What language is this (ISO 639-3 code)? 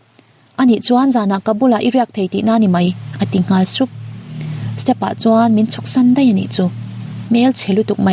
lus